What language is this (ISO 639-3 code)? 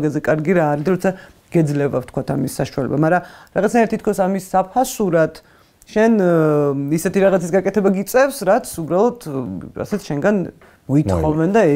kat